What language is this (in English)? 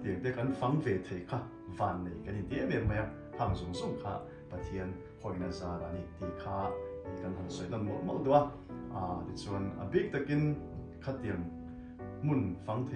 Mizo